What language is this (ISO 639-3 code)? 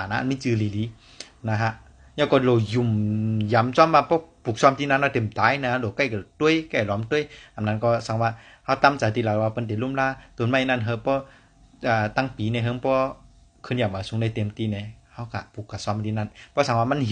shn